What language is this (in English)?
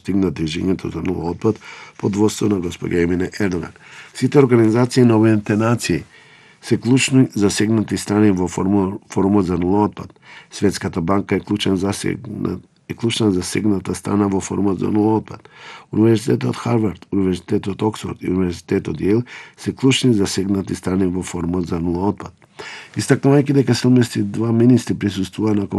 Macedonian